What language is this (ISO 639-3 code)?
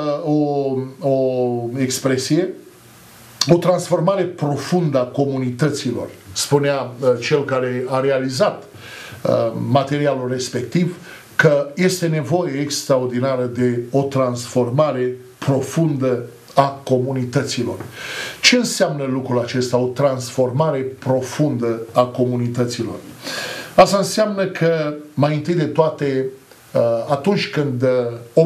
ron